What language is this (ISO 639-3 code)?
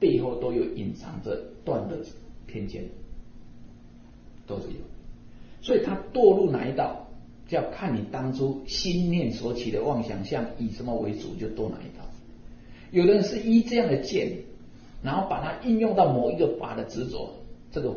zho